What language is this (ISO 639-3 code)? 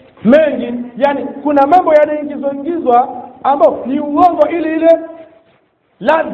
swa